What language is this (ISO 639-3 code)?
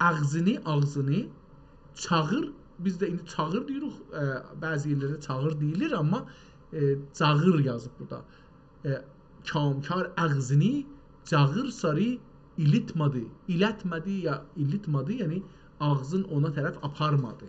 azb